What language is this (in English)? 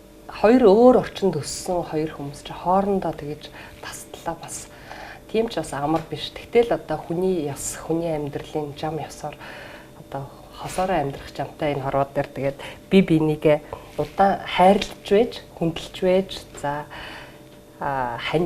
Mongolian